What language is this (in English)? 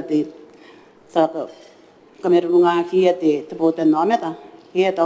Gilbertese